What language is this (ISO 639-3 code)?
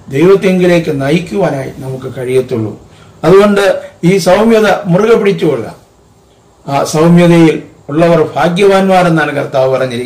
mal